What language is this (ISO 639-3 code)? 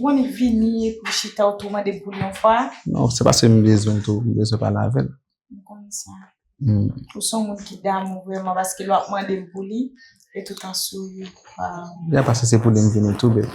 hat